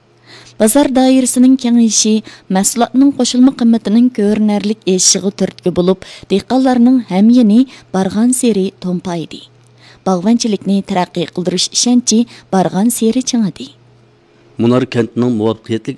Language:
Uyghur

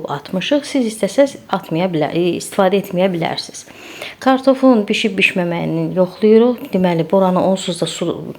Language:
Azerbaijani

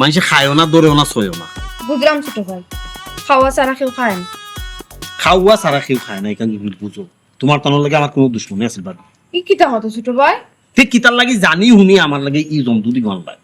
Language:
Sylheti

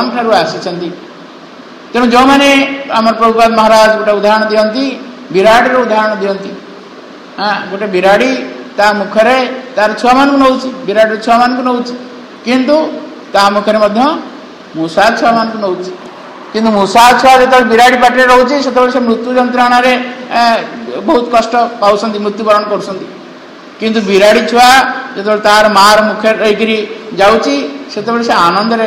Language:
Odia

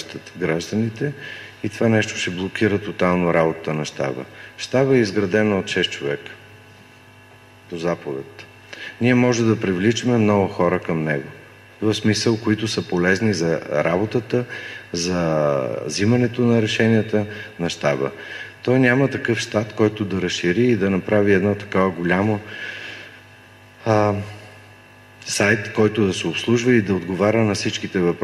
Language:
Bulgarian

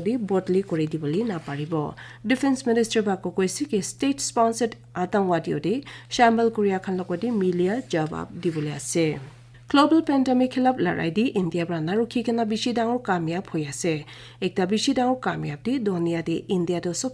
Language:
Naga Pidgin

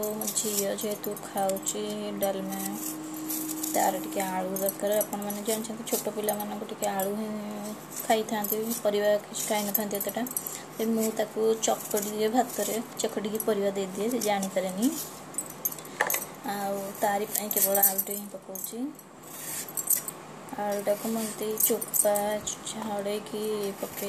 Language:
Odia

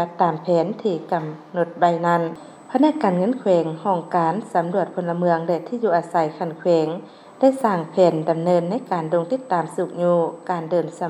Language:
Lao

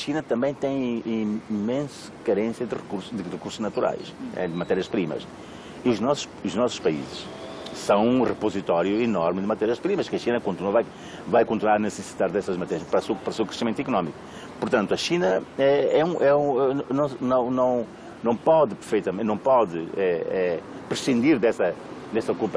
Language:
Portuguese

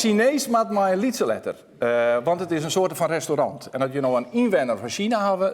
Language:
Western Frisian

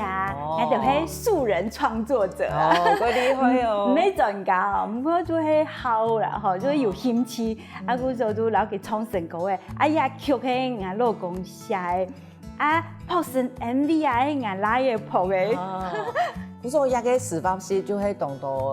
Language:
Hakka Chinese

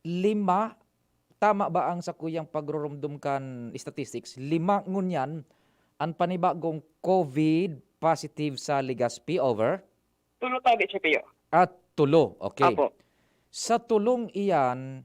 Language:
Bikol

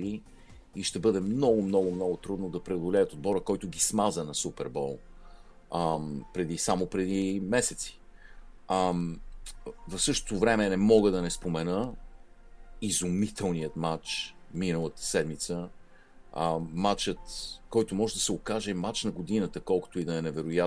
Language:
Bulgarian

